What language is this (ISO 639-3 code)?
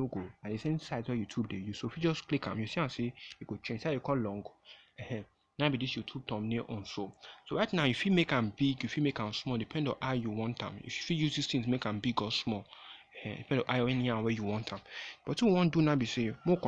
pcm